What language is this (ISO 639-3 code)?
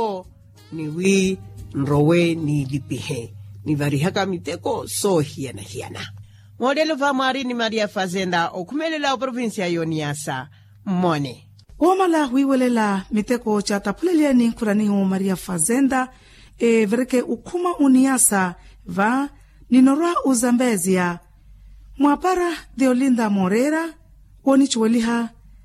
vmw